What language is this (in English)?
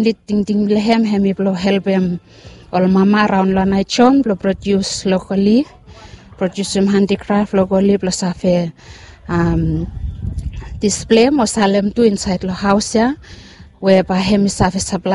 Bislama